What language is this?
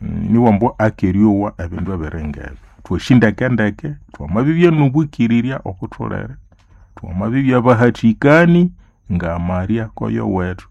Nande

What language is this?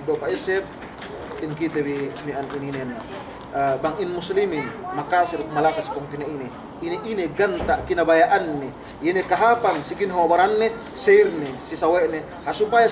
Yakan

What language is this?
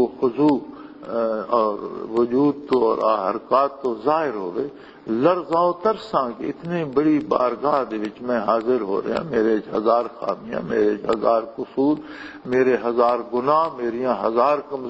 Western Panjabi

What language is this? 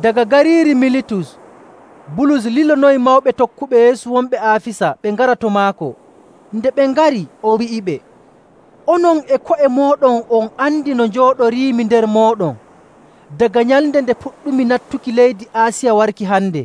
Nigerian Fulfulde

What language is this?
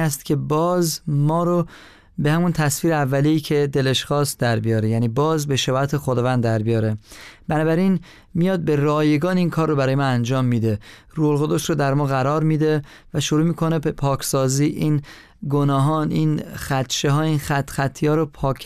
Persian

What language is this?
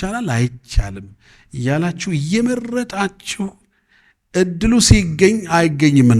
Amharic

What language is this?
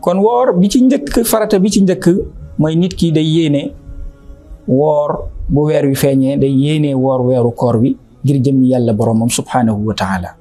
Wolof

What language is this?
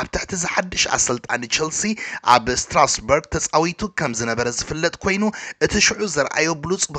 Tigrinya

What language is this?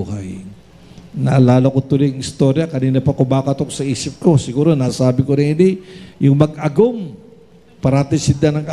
Bikol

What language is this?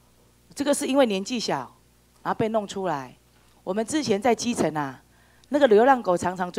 Chinese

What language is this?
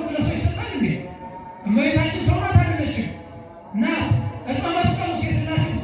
Amharic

